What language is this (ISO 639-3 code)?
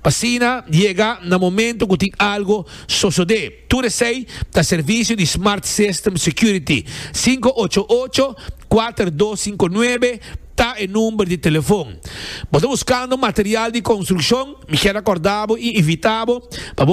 pap